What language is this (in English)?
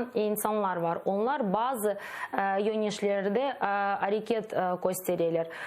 Crimean Tatar